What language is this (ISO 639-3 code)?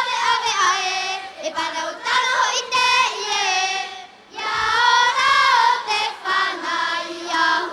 tah